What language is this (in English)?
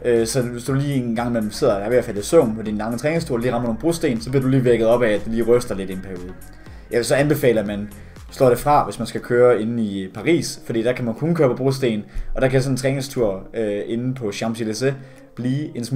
Danish